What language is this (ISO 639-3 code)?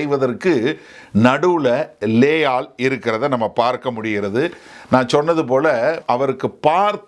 tam